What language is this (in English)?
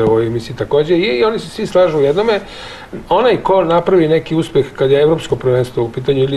Serbian